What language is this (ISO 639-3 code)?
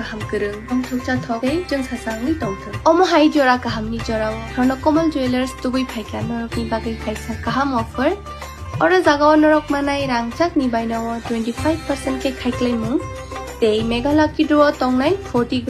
trp